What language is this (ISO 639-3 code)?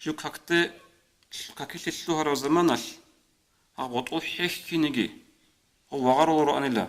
ava